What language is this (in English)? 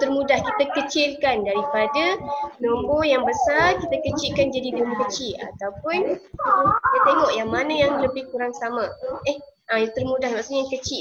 Malay